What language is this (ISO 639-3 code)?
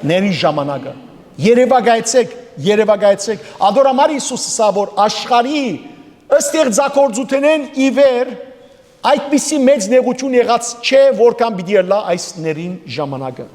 hyw